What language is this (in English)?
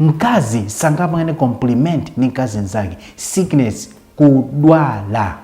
Nyanja